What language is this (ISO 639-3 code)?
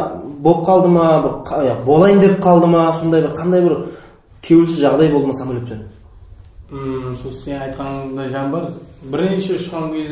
kaa